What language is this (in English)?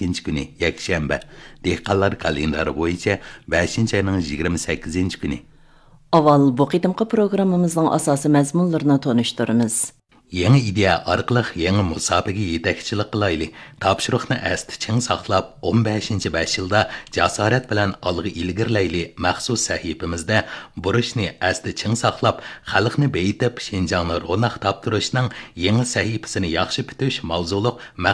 Uyghur